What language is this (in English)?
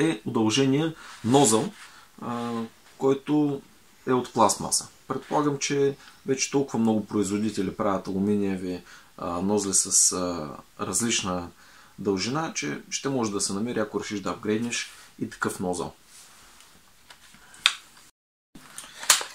Bulgarian